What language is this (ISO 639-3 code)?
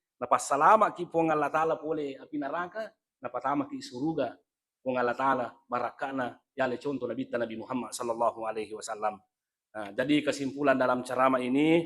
bug